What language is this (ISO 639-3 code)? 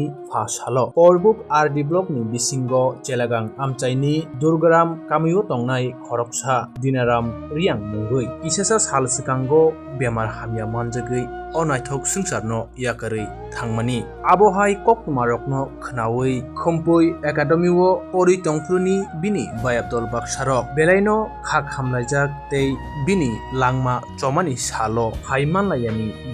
trp